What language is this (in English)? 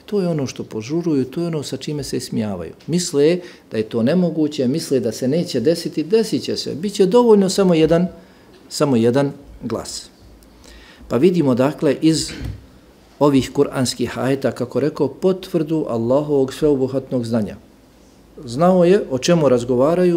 Bosnian